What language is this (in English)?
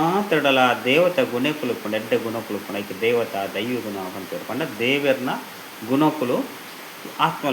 Tulu